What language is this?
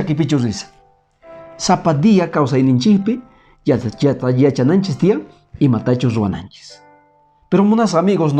Quechua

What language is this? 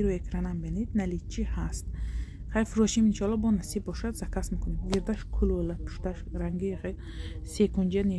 Tajik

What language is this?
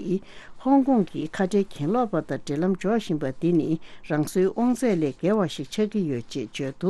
Tibetan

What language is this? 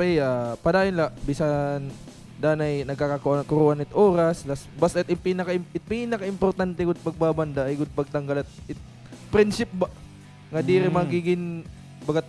Waray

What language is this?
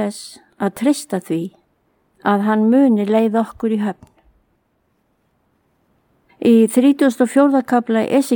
Icelandic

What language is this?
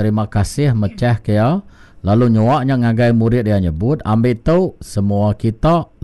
Iban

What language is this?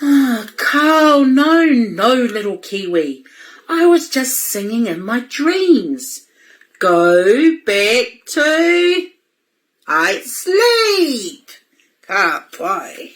Māori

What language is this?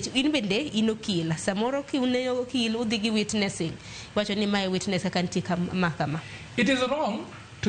Luo (Kenya and Tanzania)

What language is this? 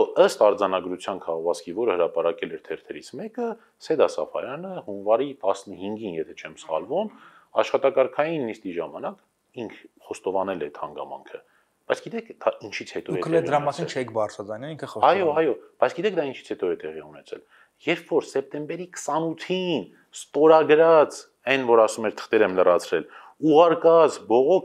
Armenian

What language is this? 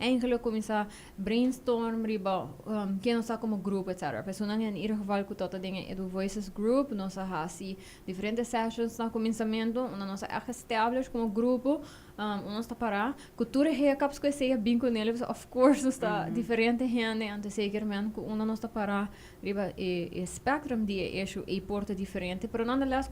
Papiamento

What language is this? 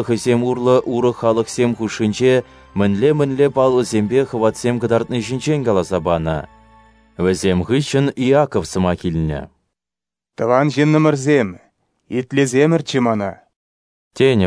Chuvash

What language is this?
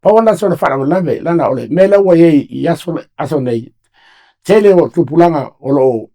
Samoan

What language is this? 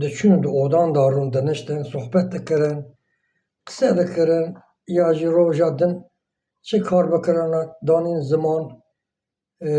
Kurdish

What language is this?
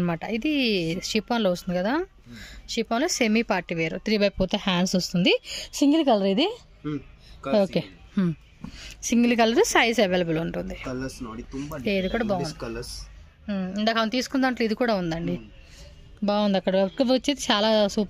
Telugu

